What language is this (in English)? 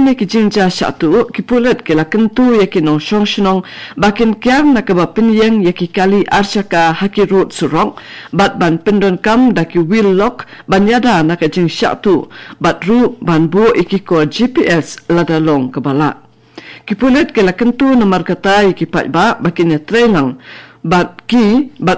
Khasi